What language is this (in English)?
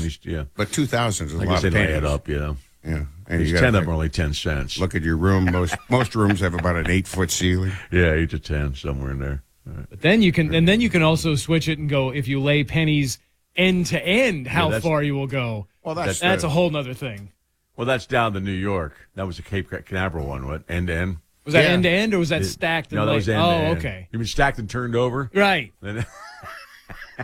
English